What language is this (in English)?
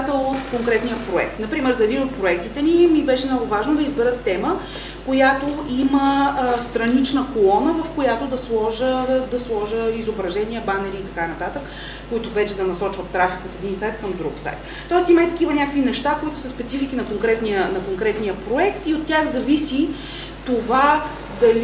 Bulgarian